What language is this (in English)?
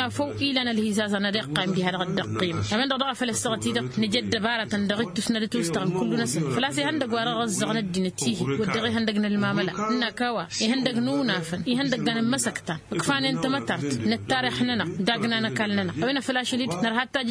Tamasheq